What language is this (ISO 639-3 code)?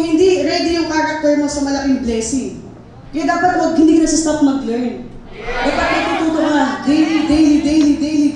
fil